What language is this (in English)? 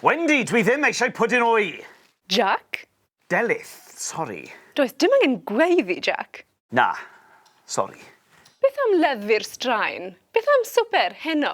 Welsh